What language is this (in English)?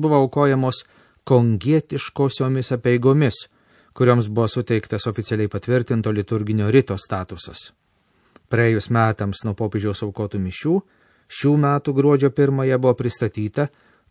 Lithuanian